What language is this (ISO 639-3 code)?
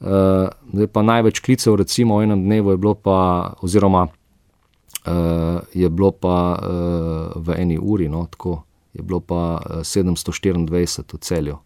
slv